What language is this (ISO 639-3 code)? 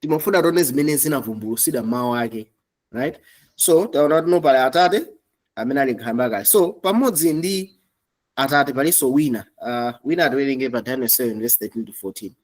nya